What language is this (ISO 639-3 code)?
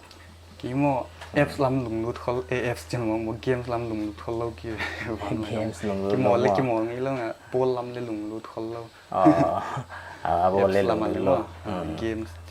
pck